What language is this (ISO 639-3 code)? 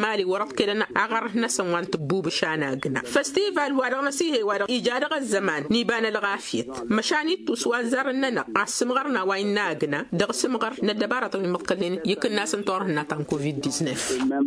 taq